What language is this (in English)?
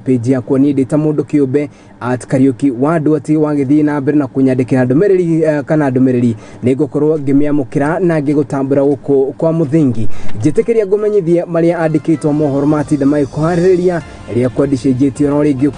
Kikuyu